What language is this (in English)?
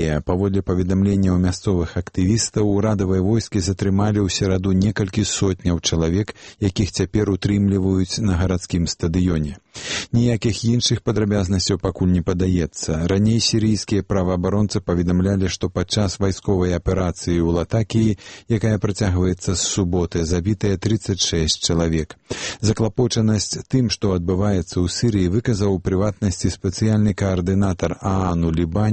Belarusian